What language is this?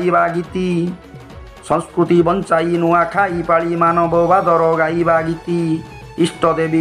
Sambalpuri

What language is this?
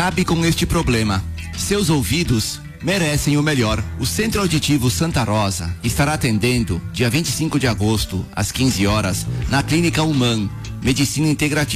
Portuguese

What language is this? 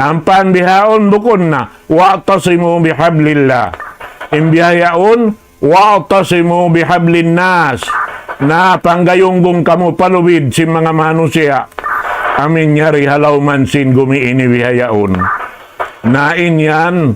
Tausug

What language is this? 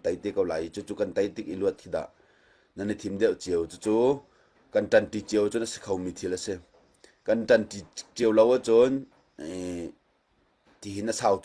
Hakha Chin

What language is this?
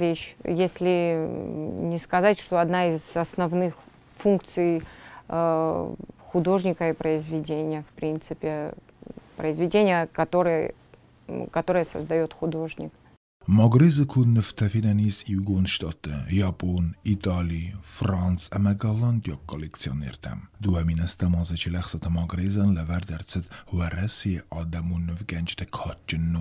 Ossetic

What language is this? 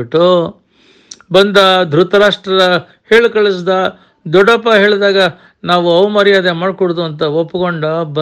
Kannada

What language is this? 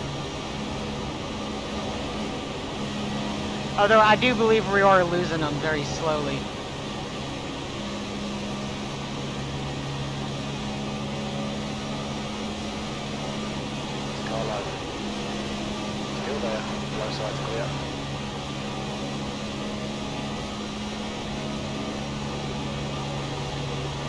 English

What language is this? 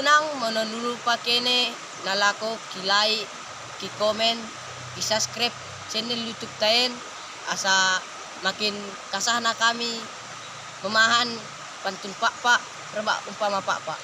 Batak Dairi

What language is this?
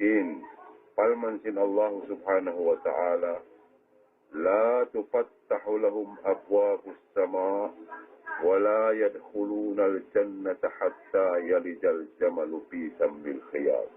Tausug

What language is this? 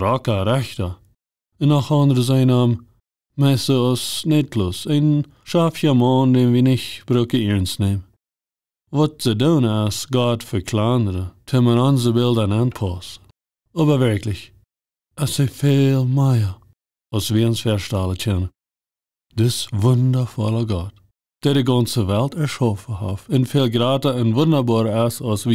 Plautdietsch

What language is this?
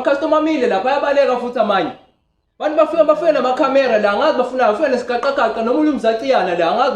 Zulu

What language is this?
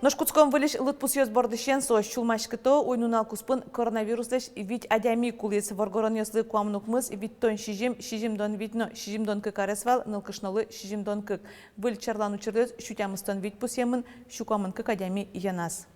Udmurt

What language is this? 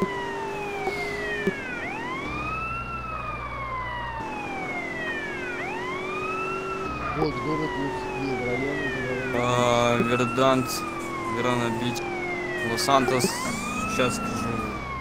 Russian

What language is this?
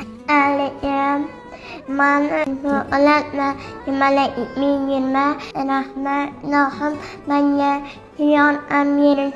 Uzbek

